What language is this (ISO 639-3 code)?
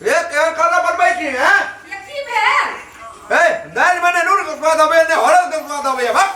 mai